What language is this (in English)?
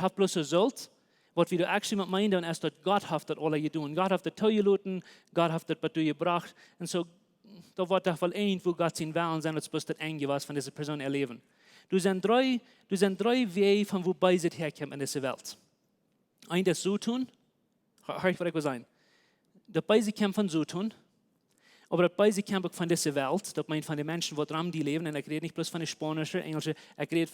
Plautdietsch